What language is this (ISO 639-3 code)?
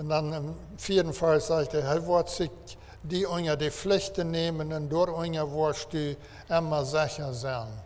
pdt